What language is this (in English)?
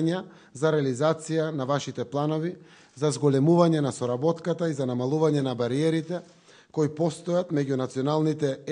Macedonian